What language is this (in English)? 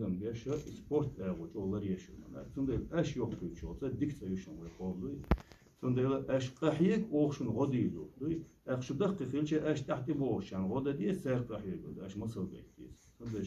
Chechen